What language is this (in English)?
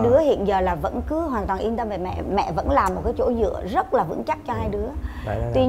Vietnamese